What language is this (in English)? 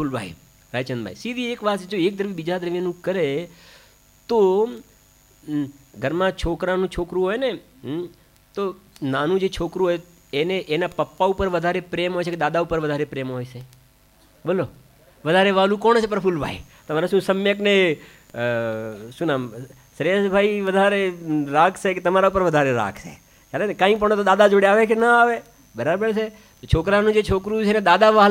Gujarati